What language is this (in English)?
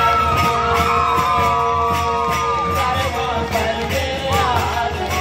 Chhattisgarhi